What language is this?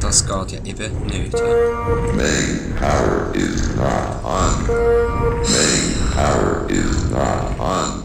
Swiss German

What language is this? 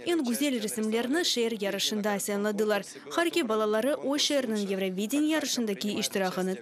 Crimean Tatar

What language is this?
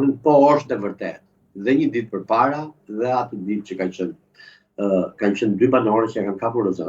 Albanian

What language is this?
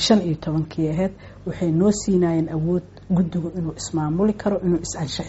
Somali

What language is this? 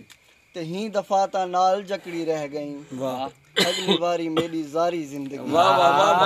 Saraiki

